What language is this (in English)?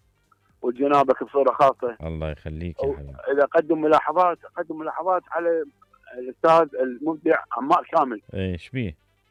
Mesopotamian Arabic